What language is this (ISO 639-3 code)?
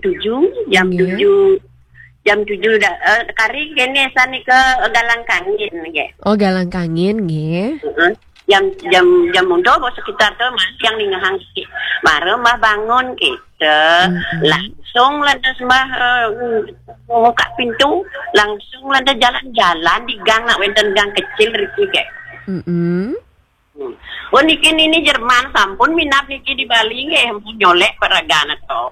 ban